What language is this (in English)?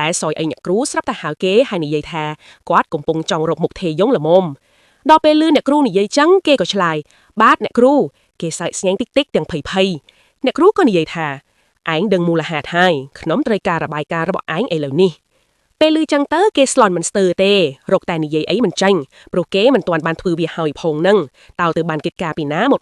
Khmer